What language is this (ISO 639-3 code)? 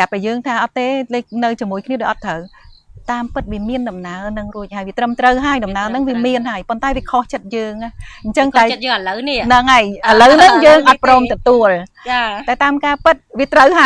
khm